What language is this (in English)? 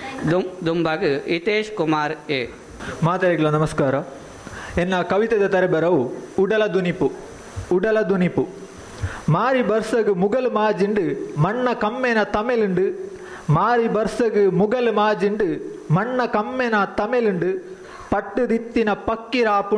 Tulu